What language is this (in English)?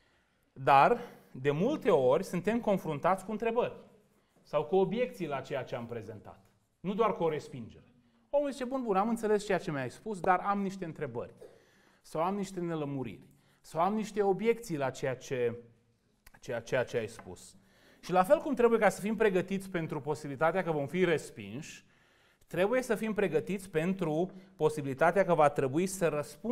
Romanian